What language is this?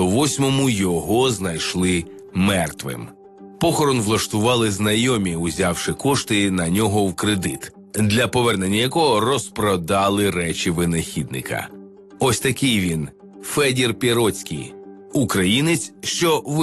Ukrainian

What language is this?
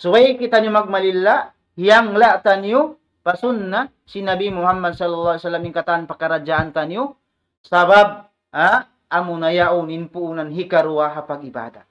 Tausug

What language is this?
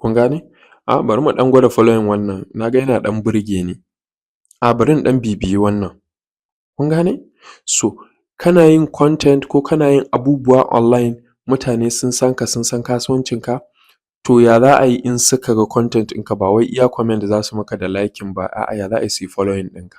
Hausa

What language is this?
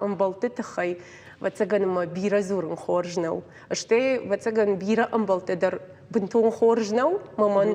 Ossetic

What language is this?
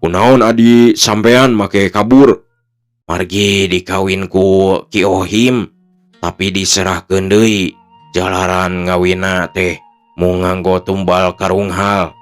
Sundanese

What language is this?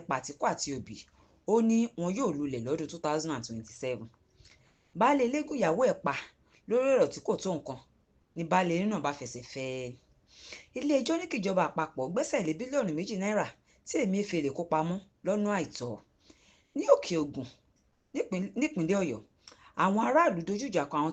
Yoruba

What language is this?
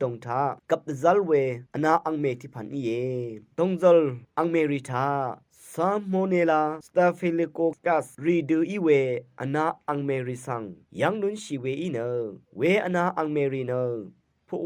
Rawang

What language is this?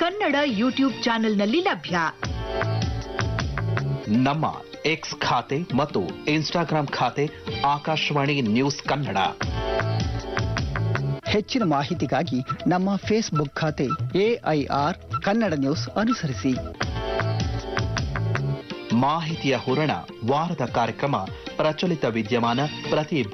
Kannada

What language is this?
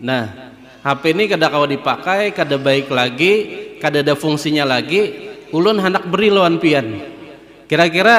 Banjar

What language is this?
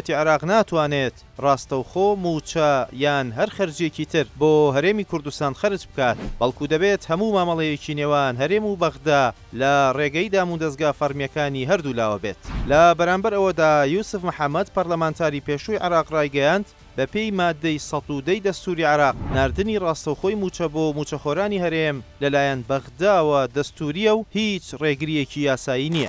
Central Kurdish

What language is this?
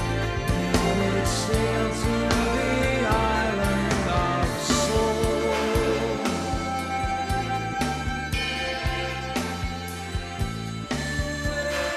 Estonian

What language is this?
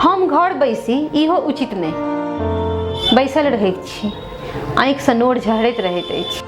Maithili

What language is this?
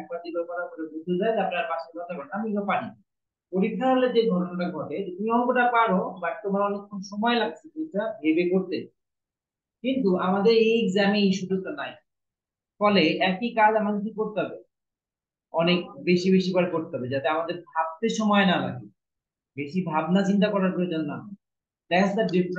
Bangla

